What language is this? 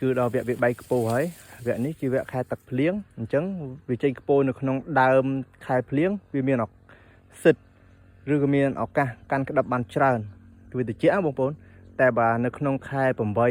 Khmer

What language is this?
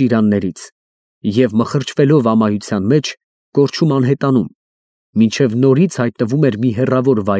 Armenian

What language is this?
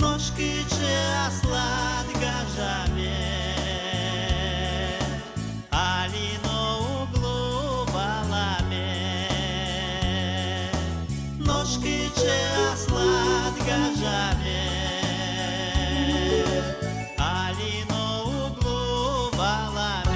Udmurt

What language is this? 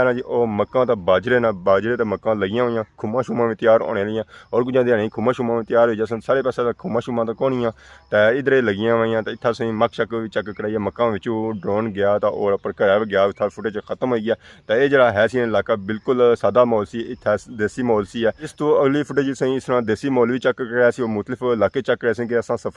Pahari-Potwari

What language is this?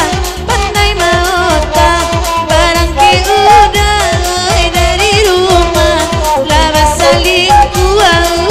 Minangkabau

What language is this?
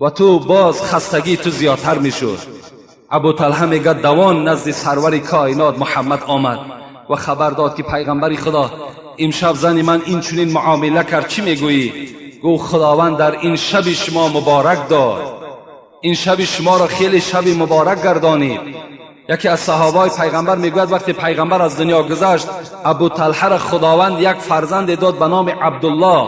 Tajik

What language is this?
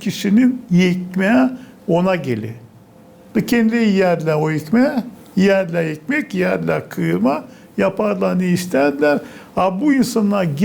Gagauz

